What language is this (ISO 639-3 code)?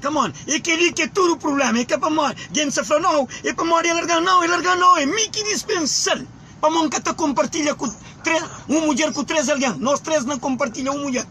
kea